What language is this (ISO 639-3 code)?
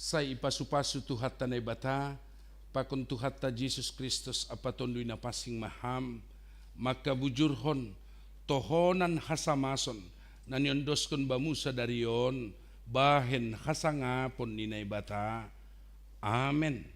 bts